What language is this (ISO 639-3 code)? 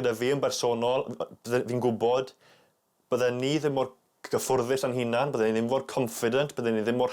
cym